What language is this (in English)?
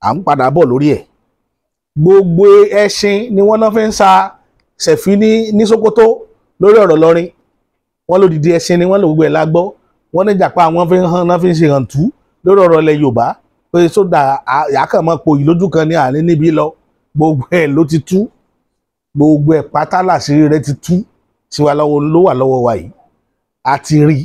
Yoruba